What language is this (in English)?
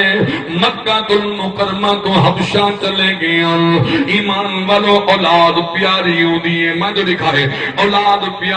Saraiki